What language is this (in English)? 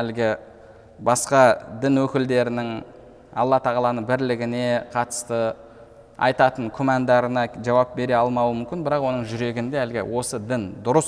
Kazakh